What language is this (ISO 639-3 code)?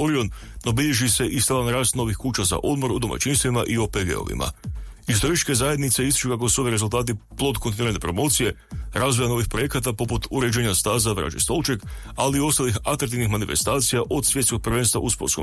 hrv